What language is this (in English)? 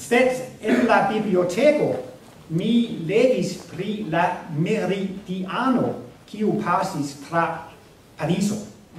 Esperanto